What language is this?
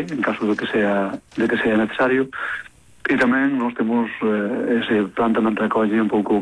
Galician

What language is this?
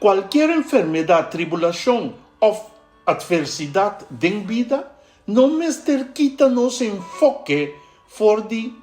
Papiamento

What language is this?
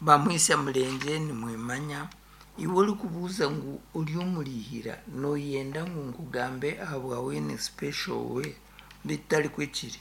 Nyankole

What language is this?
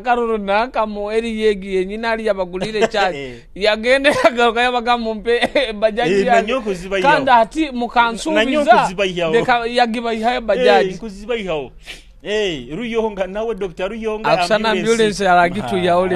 Nyoro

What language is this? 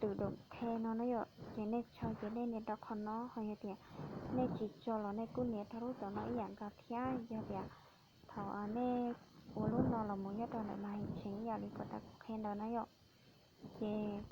Hmong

